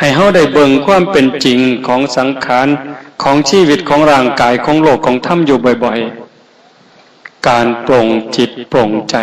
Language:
Northeastern Thai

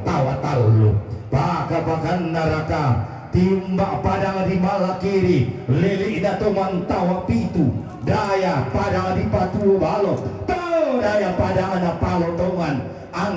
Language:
Toraja-Sa'dan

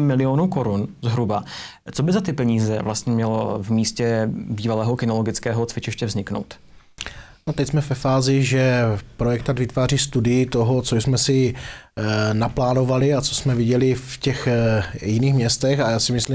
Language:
Czech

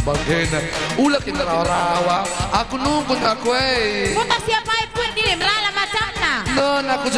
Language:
Batak Karo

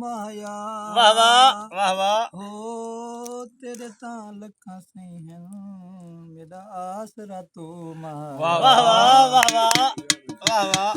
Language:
Saraiki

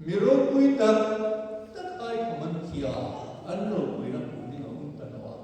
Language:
Hmar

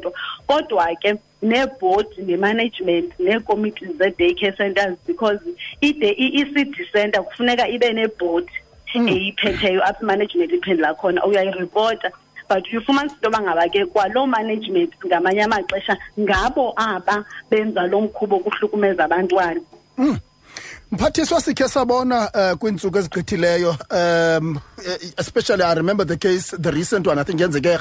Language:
Xhosa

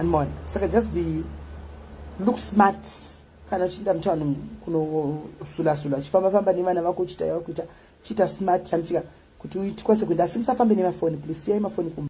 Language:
Shona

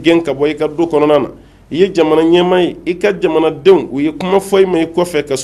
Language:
Bambara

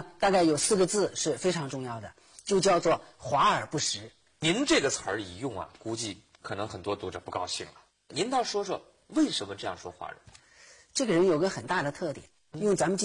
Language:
Chinese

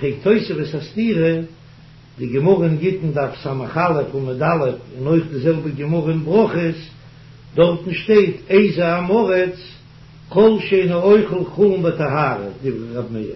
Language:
Yiddish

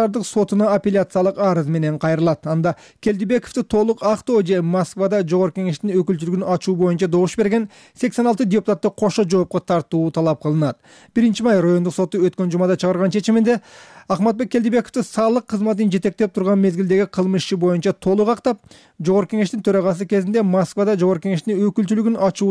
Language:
Kyrgyz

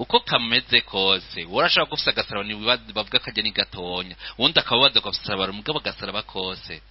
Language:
Rundi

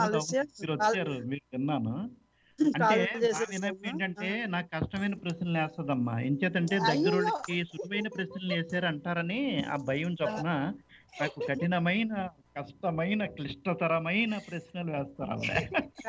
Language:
Telugu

